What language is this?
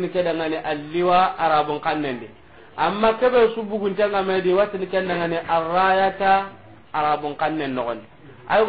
Soninke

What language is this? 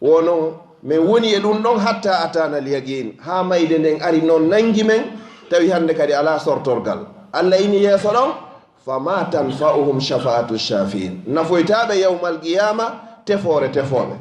Fula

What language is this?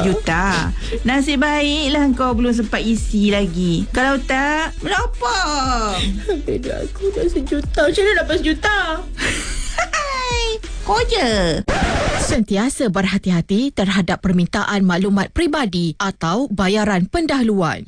Malay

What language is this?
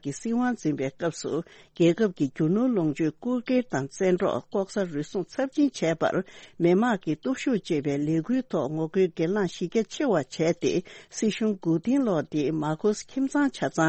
Tibetan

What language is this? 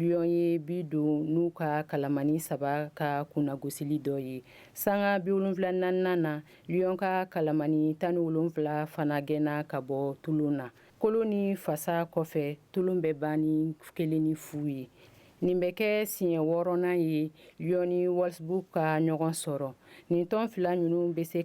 Bambara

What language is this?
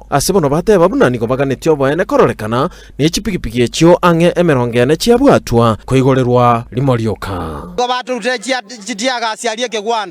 Gusii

